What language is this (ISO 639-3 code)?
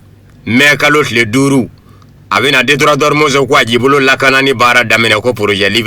bam